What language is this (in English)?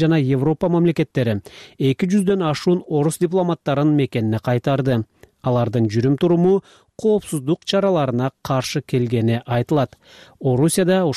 Kyrgyz